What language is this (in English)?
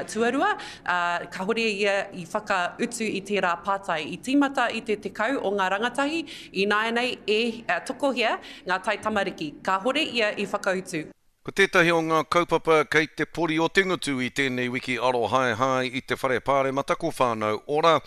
Māori